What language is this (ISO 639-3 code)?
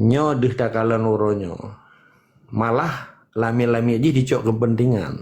ace